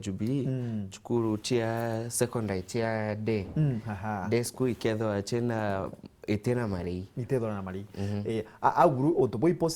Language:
Meru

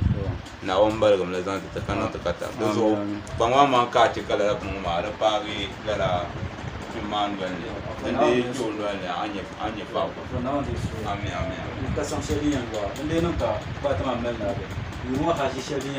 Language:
Dagbani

